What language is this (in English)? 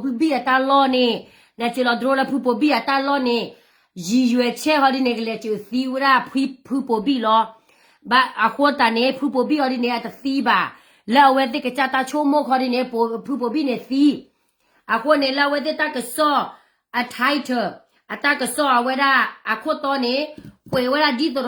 S'gaw Karen